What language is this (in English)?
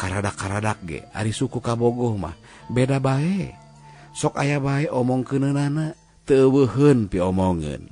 Sundanese